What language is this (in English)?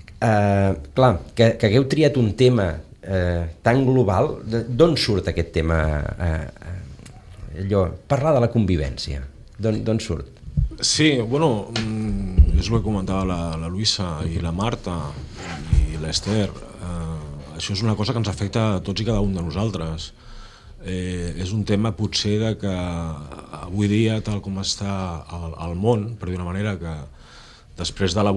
Catalan